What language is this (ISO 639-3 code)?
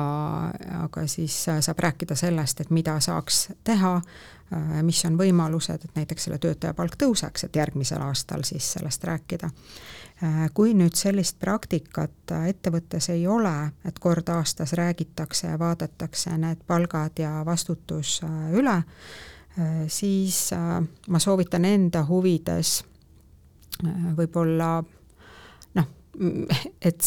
est